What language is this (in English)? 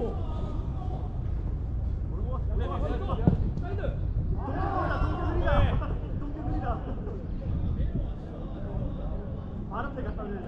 Korean